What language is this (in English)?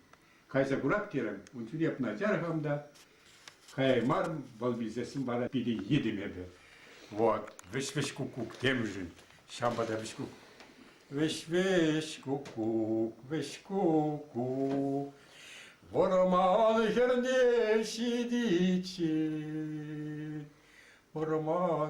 Chuvash